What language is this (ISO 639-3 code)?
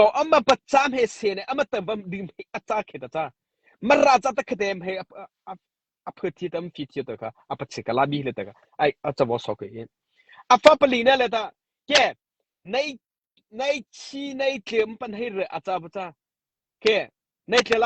mrh